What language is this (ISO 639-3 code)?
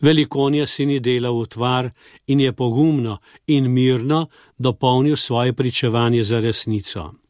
slv